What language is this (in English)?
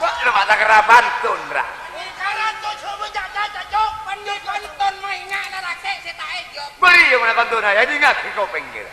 Madurese